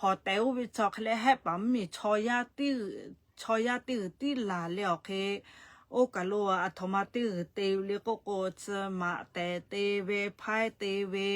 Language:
Lahu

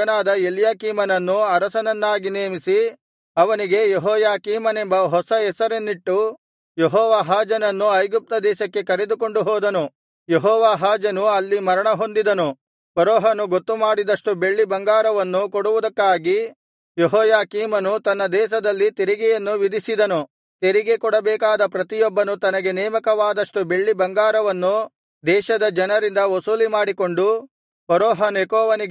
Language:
Kannada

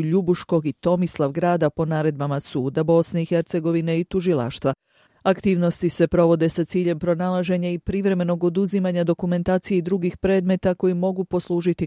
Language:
Bosnian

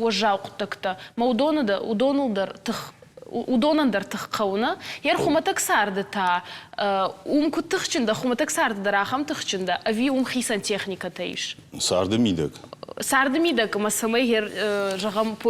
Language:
Ossetic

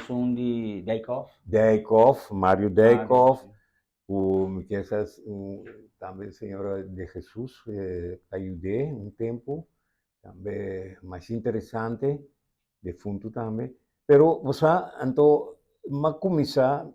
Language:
Papiamento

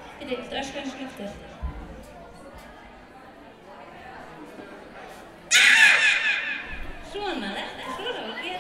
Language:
Icelandic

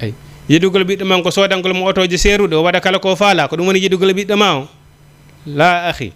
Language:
Fula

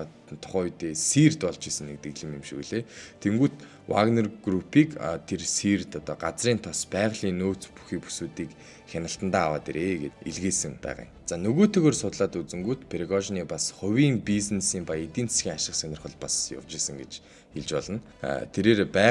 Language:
Mongolian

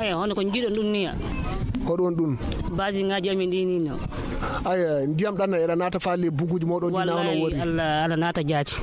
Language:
Nigerian Fulfulde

